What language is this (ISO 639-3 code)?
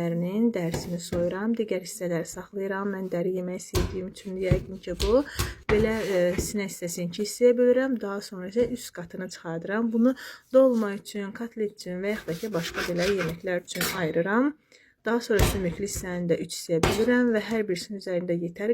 aze